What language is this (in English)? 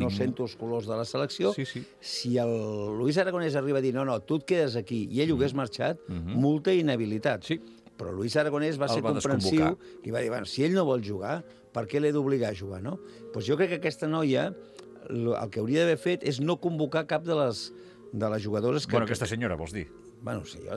Catalan